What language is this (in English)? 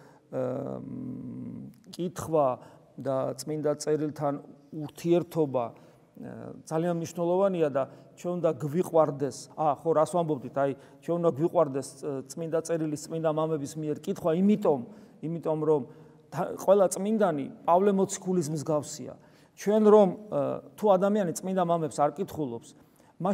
Georgian